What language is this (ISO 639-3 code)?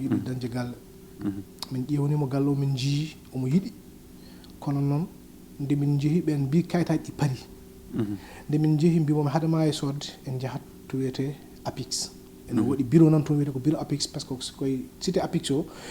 ful